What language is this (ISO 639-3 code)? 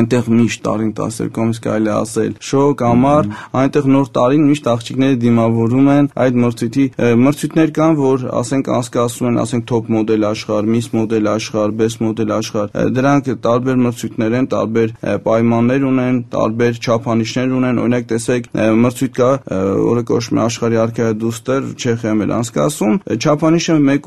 hye